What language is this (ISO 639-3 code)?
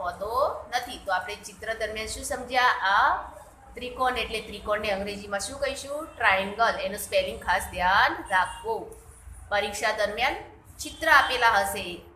guj